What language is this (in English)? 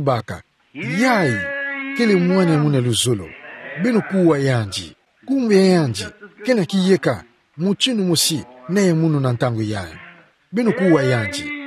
Kituba (Democratic Republic of Congo)